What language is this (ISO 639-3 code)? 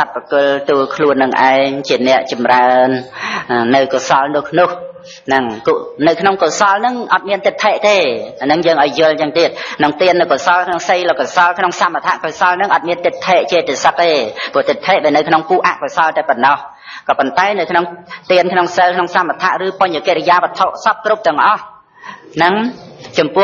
khm